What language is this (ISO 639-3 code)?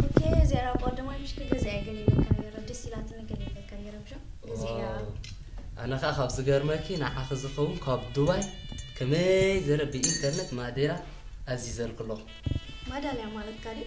tir